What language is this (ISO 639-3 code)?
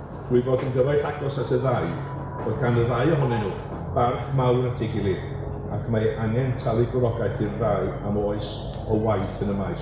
cym